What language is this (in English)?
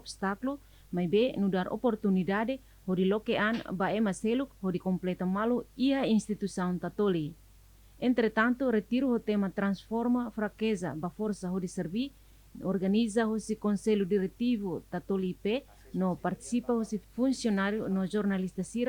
Tetum